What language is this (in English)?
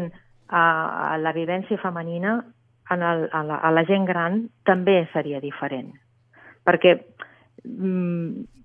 Catalan